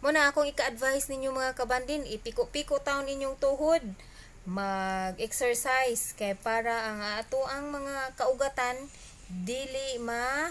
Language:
Cebuano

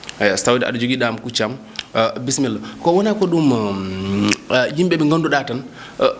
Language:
Fula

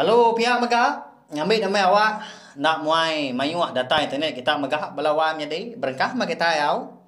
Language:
Iban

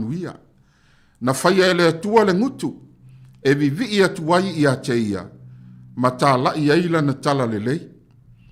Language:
Samoan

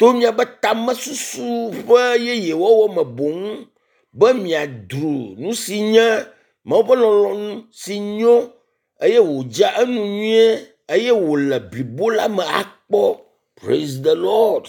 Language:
Ewe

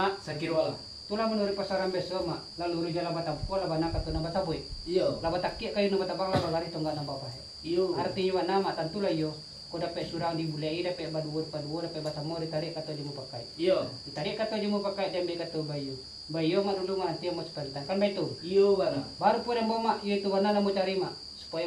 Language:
Minangkabau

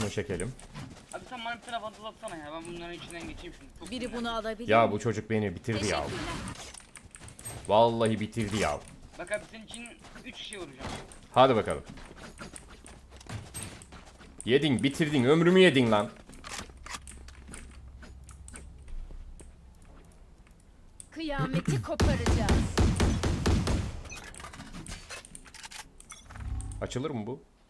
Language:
Turkish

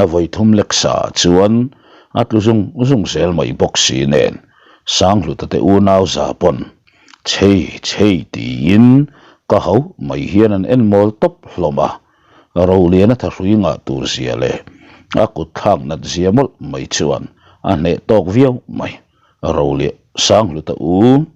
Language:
Mizo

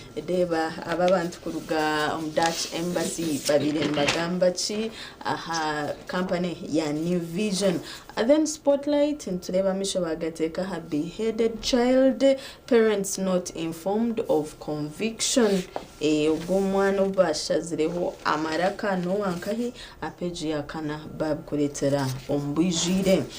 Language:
Nyankole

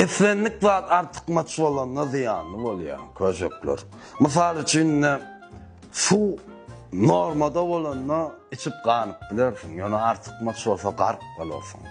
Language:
Turkmen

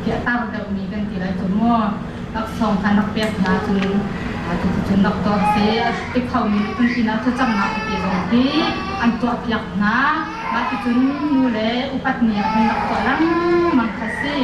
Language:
Hakha Chin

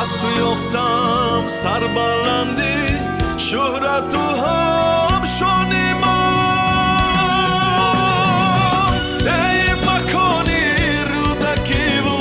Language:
Tajik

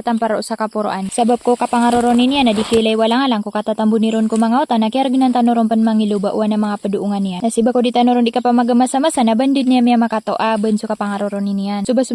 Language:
Maranao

